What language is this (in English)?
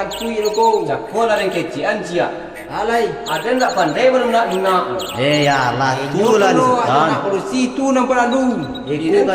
Minangkabau